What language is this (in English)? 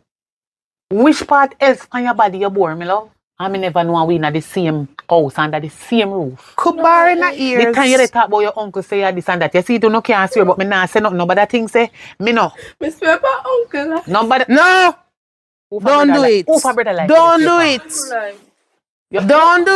Jamaican Creole English